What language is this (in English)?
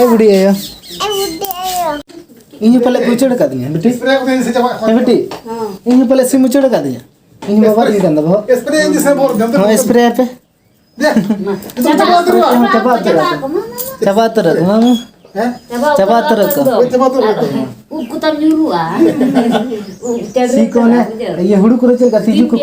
Santali